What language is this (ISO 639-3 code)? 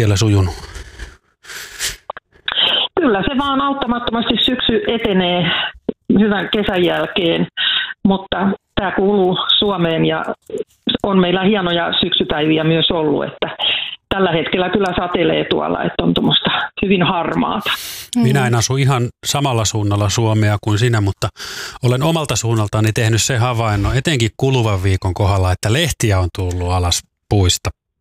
fin